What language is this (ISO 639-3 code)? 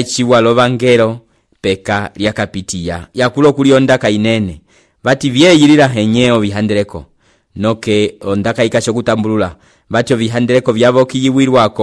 umb